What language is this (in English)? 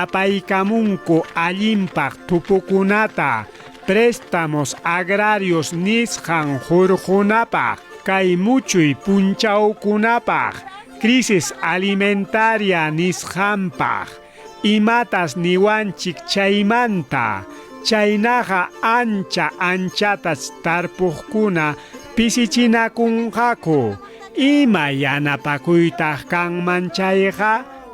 Ayacucho Quechua